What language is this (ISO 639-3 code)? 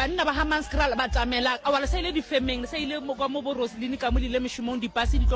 nso